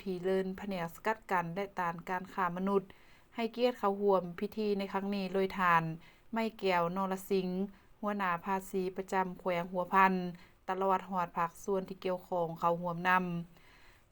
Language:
Lao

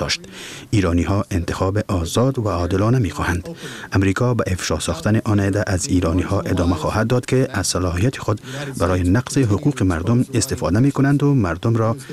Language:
Persian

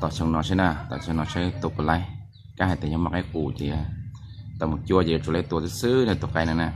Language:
Hmong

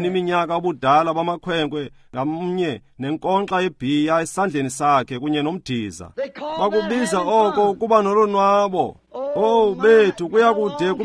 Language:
Xhosa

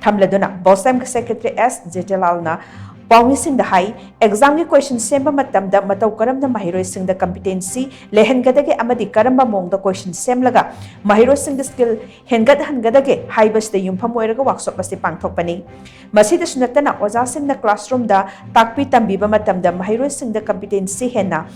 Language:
Manipuri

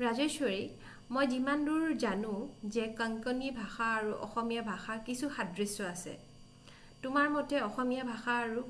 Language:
Assamese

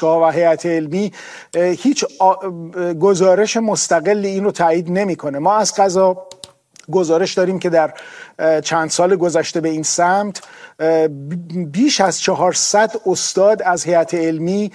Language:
Persian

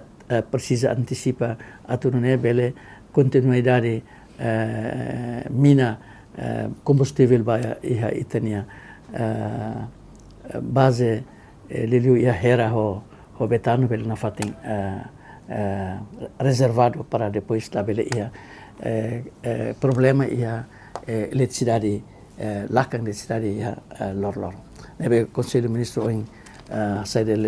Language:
Tetum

